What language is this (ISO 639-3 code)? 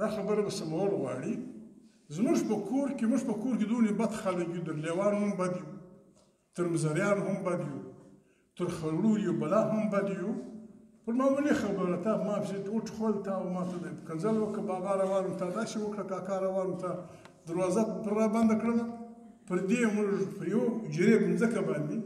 pus